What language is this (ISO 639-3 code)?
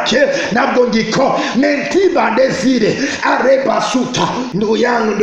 run